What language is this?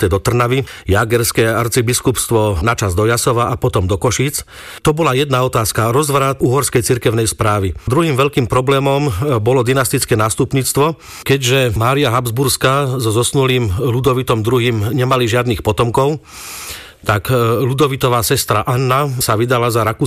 Slovak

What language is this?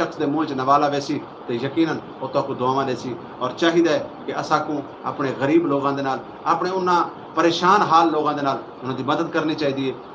Saraiki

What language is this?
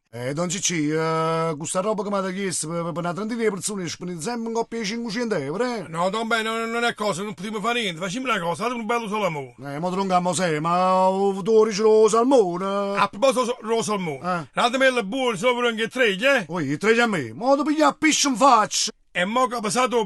Neapolitan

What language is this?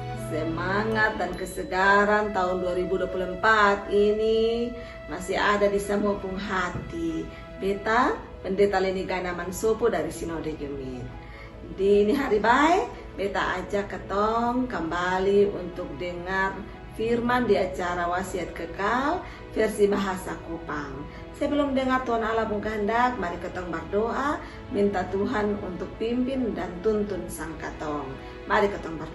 Kupang Malay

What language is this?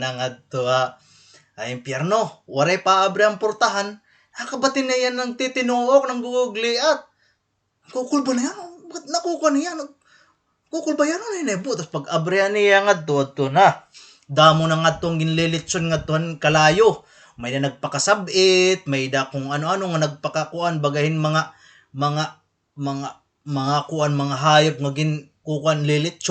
Waray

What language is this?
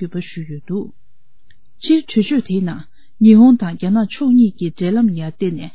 Tibetan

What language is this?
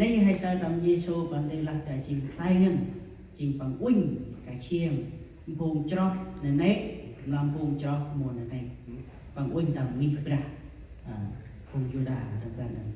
Central Mnong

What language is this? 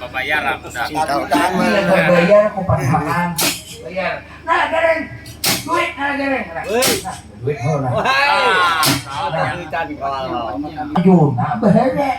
Banjar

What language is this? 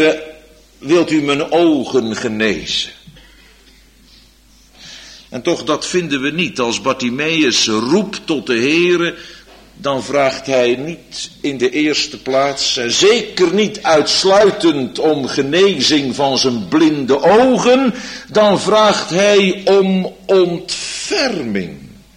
Dutch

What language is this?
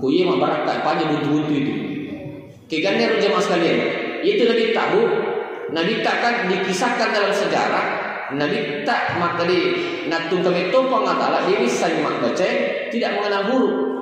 Buginese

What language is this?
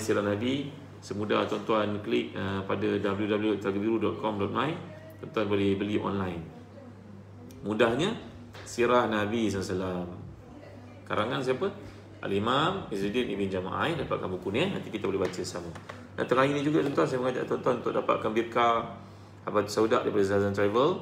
Malay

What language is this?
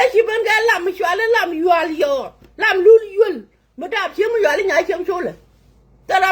Nuer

